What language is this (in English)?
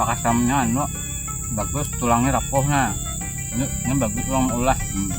Banjar